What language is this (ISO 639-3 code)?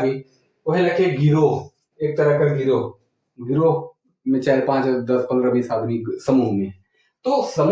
sck